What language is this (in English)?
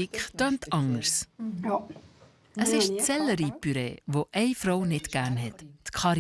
Swiss German